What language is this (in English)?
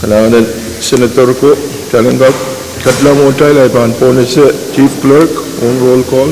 Pohnpeian